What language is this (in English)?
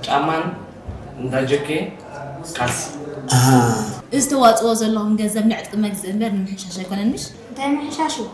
Tigrinya